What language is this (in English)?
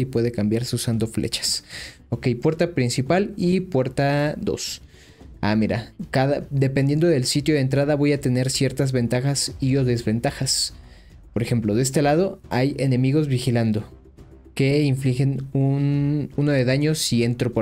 Spanish